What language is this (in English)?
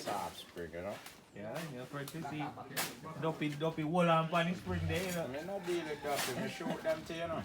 Jamaican Creole English